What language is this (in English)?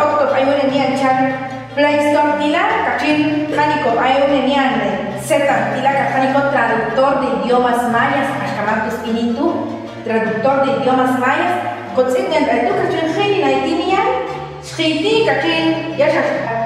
Popti'